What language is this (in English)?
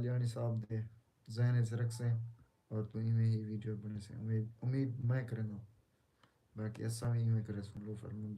Saraiki